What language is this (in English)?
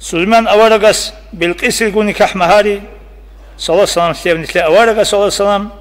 Avaric